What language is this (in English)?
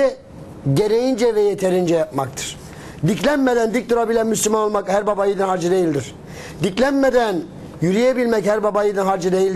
Turkish